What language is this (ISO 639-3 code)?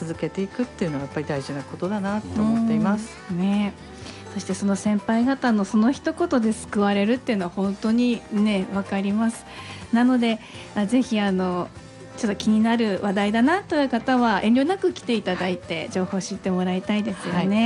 jpn